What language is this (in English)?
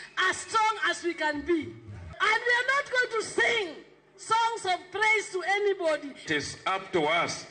Luo (Kenya and Tanzania)